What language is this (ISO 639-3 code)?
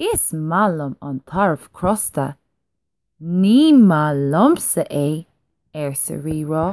gle